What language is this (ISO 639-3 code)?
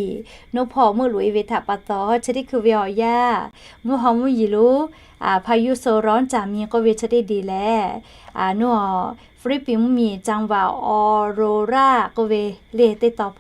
lhu